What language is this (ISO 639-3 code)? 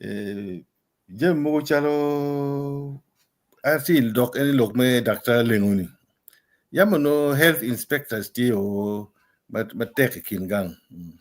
ach